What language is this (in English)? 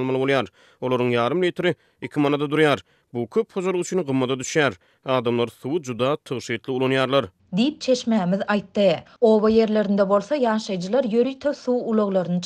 Turkmen